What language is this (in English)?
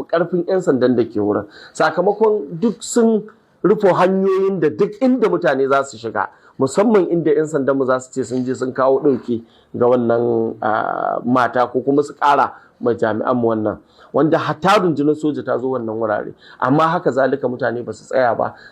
Hausa